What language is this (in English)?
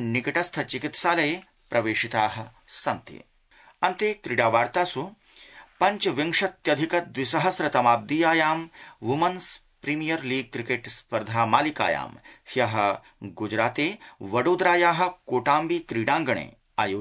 Sanskrit